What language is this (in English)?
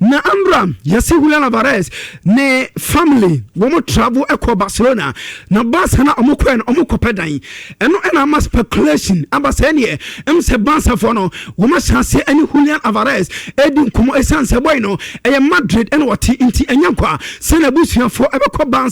Akan